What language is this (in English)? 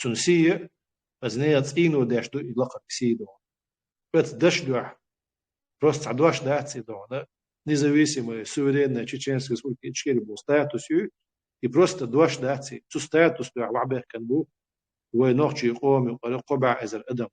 Chechen